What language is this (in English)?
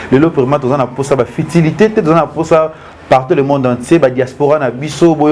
Lingala